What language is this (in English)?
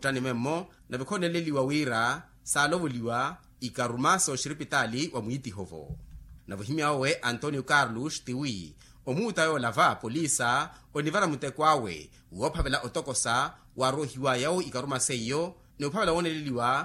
Makhuwa